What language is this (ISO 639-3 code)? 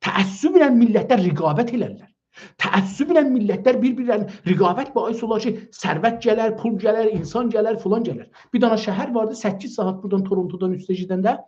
azb